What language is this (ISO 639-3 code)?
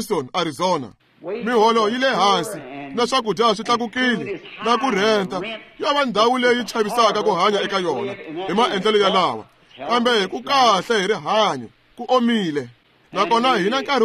tso